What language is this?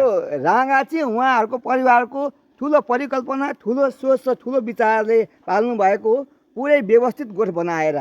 Nepali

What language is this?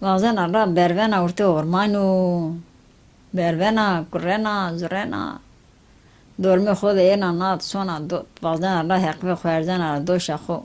Zaza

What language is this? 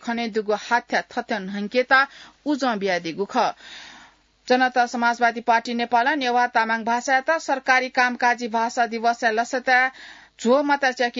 Newari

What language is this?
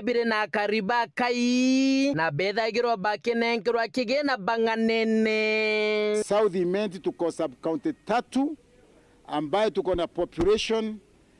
Meru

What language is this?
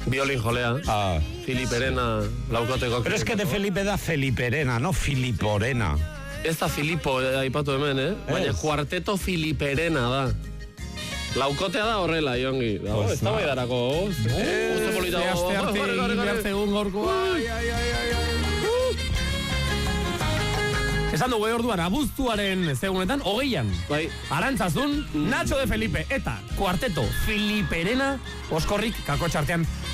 Basque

